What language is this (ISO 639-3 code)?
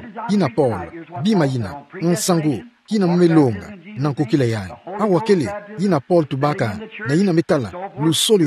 ktu